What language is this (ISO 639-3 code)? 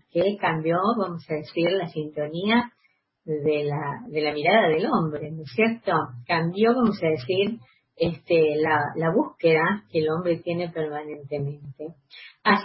spa